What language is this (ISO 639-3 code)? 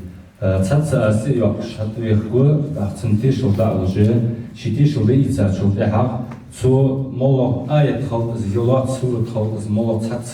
inh